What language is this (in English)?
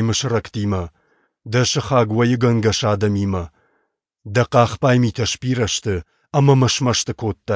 Ossetic